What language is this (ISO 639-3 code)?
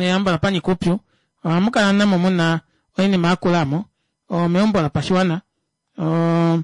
kua